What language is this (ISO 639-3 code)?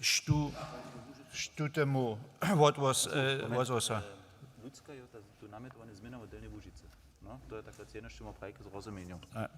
hsb